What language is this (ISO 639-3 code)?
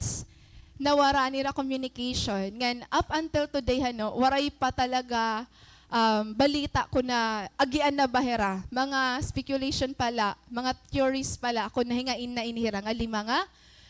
war